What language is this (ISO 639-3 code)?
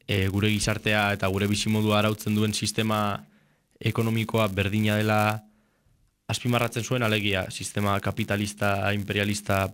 eus